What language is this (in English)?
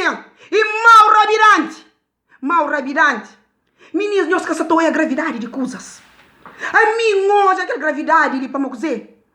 Kabuverdianu